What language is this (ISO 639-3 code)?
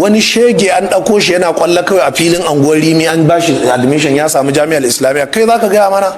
hau